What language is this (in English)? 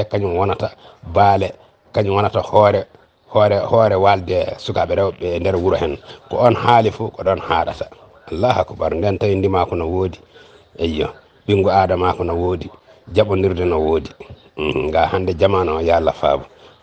Fula